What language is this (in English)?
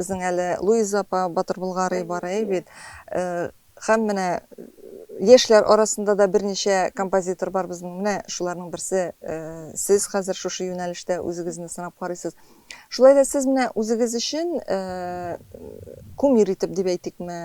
Tatar